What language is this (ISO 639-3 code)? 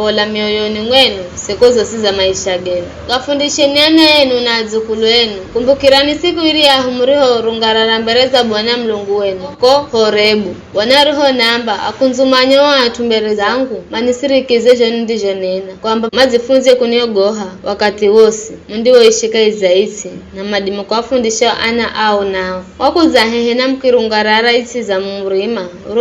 nyf